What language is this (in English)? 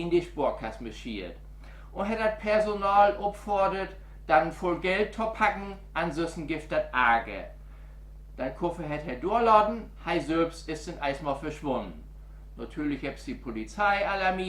Low German